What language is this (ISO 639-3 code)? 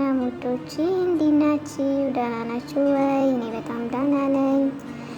amh